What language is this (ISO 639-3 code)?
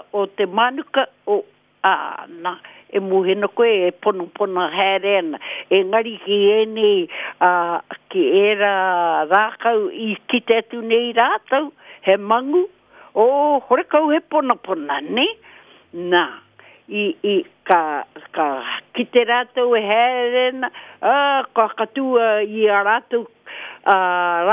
mri